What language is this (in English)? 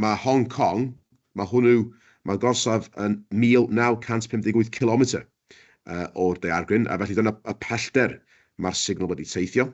Welsh